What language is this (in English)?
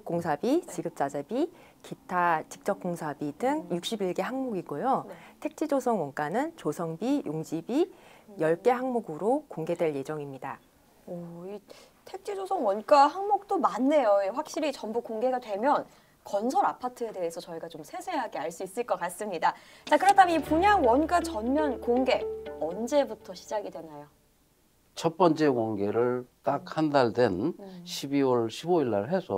Korean